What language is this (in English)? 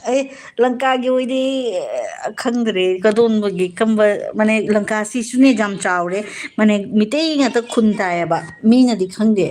Manipuri